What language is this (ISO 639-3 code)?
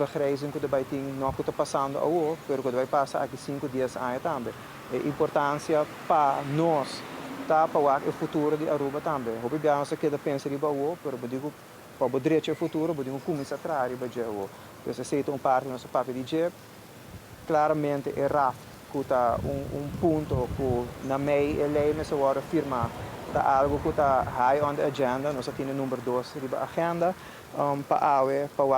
pap